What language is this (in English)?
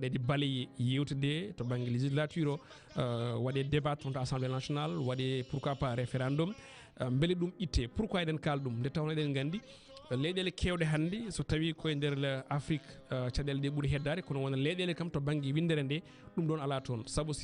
Fula